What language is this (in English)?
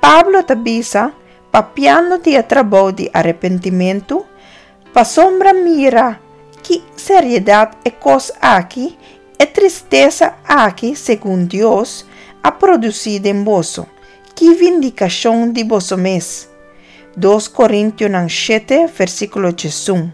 Papiamento